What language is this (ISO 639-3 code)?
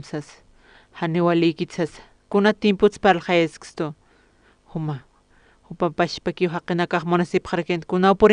aym